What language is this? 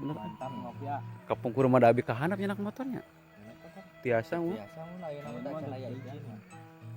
Sundanese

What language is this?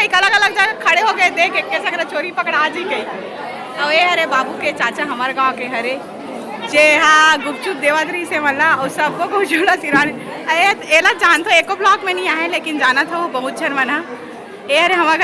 Chhattisgarhi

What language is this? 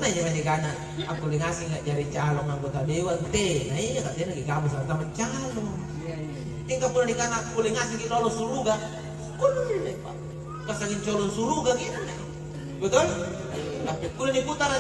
Makasar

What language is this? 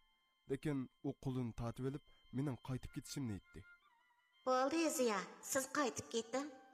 Uyghur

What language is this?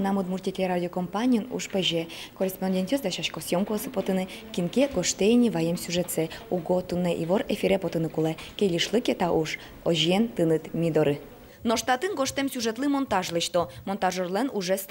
Udmurt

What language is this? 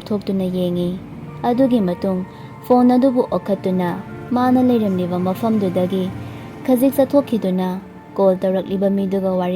Manipuri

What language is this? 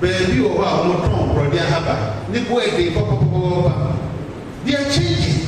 Akan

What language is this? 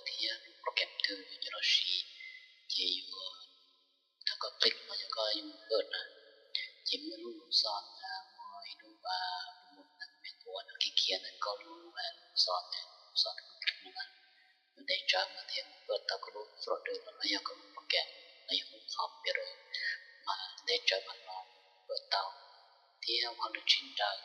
Hmong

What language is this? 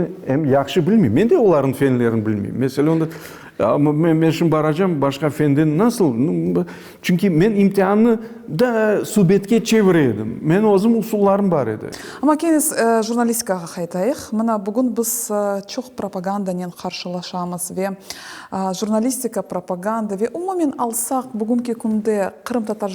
Crimean Tatar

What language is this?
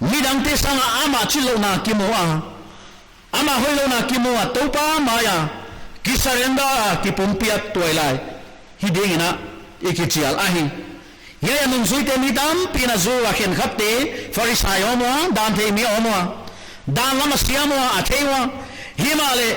Paite Chin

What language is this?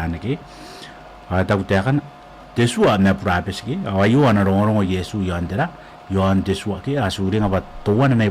Gilbertese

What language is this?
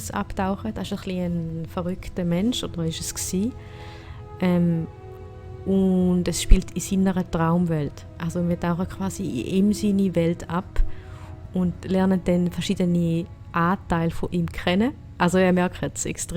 Swiss German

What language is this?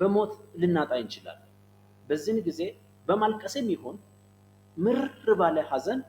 Amharic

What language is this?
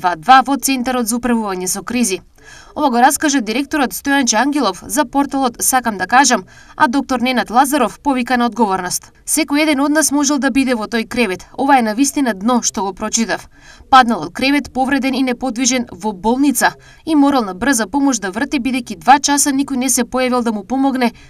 Macedonian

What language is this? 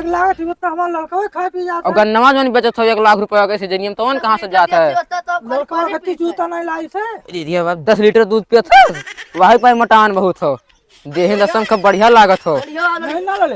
Awadhi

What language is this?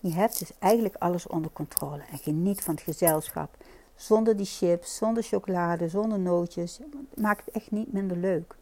Dutch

